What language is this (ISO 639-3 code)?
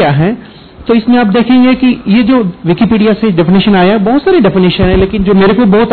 hin